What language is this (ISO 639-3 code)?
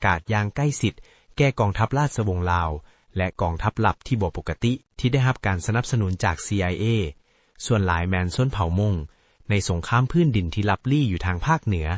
lao